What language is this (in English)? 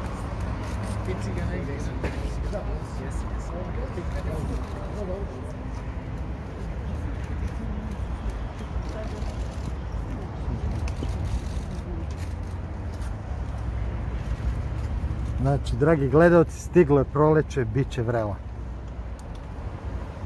Serbian